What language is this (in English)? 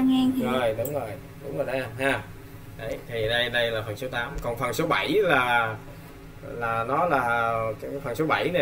Vietnamese